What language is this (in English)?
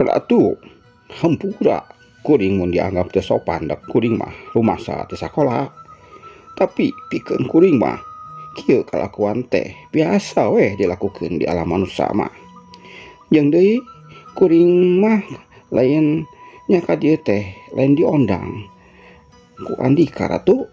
Sundanese